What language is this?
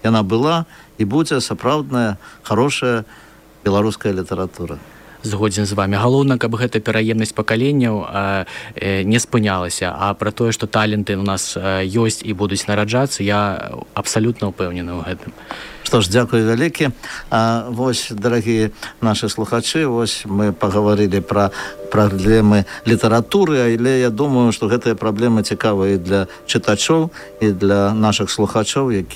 Belarusian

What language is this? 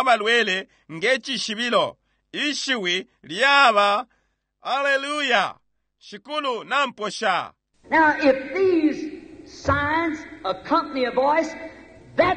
Bemba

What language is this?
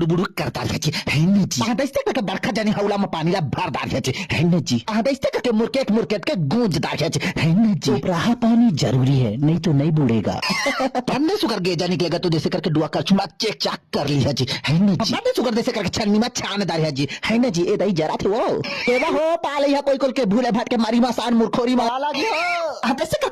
Chhattisgarhi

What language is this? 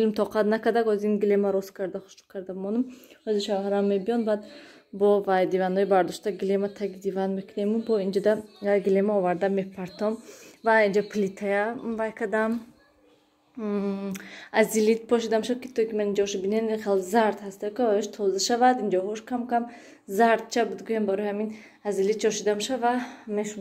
Tajik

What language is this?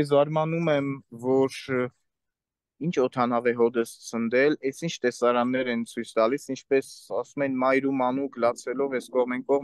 Armenian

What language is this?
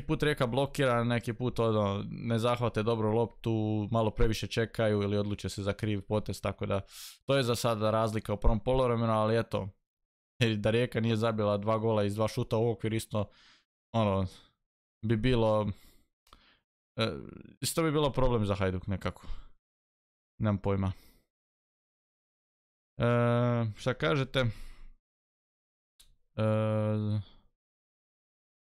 Croatian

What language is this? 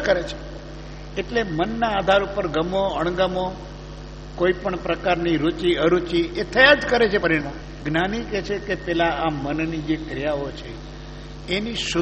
Gujarati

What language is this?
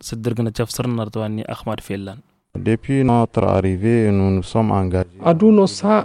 Tamasheq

